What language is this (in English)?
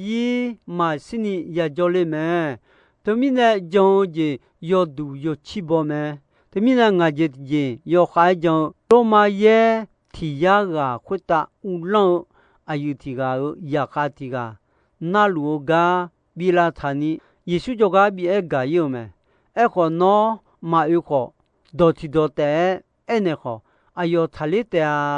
Akha